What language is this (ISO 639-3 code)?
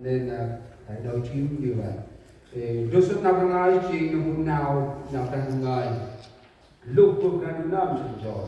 cmo